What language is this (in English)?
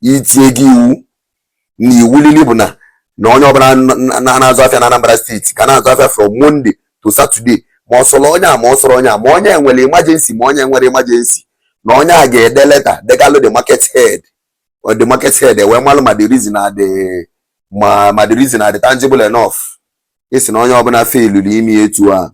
Igbo